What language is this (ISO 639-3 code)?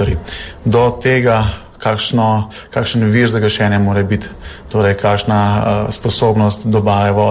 slv